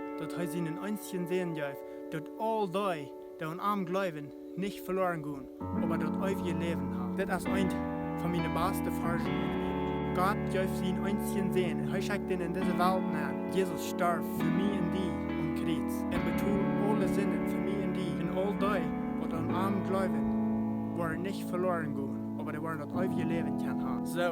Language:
Plautdietsch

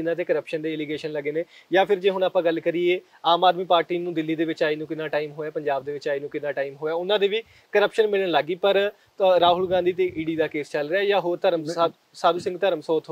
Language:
Punjabi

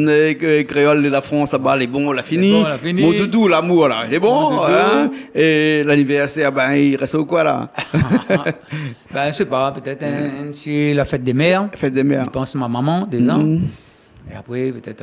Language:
Réunion Creole French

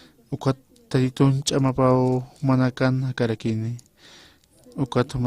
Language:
Aymara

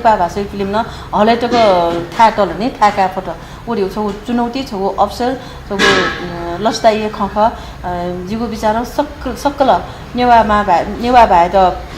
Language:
Newari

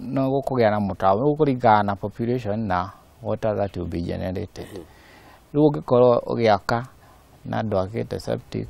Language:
Kikuyu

